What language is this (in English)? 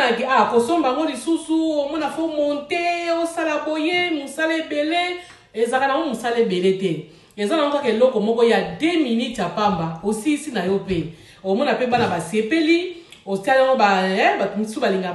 Lingala